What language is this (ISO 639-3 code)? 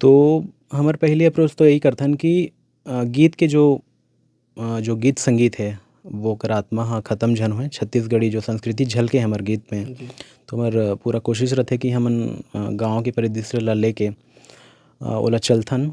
hne